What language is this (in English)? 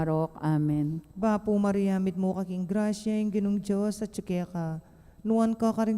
Pampanga